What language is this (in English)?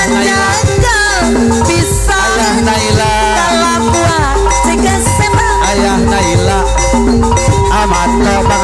Indonesian